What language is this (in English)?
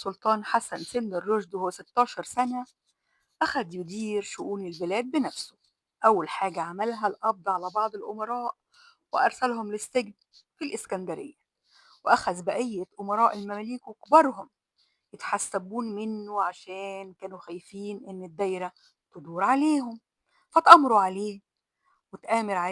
Egyptian Arabic